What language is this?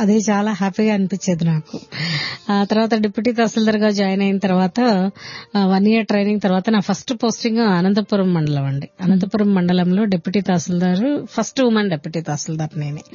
Telugu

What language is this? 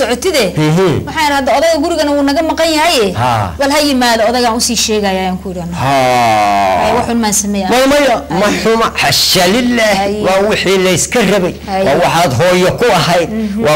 Somali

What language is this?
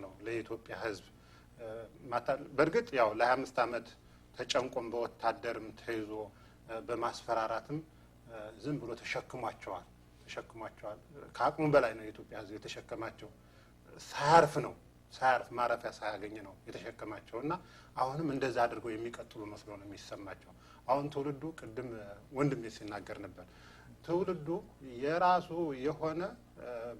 Amharic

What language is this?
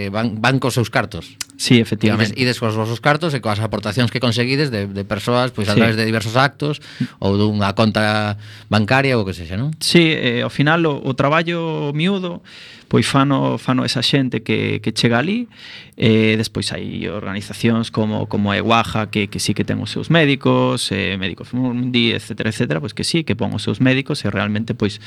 Galician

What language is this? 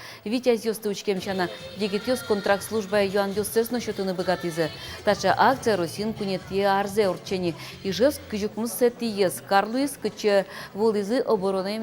Udmurt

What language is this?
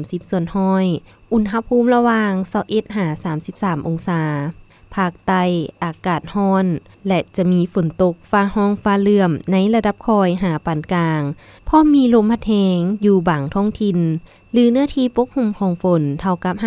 Lao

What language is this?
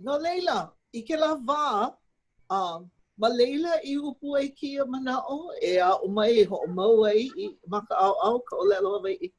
Hawaiian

